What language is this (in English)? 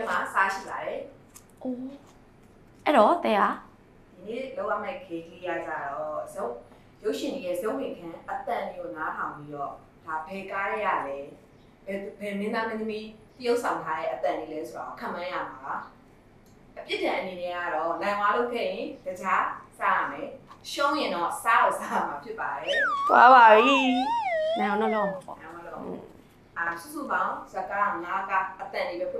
Burmese